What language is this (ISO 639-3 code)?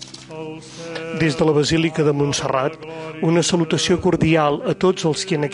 cat